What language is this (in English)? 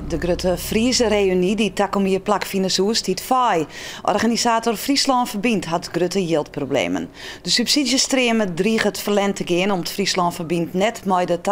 Western Frisian